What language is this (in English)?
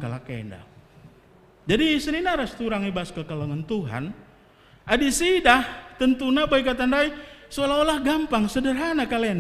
Batak Karo